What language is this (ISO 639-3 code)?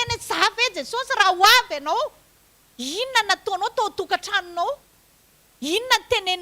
mlg